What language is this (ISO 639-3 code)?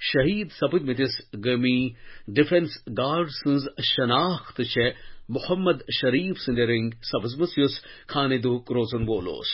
kas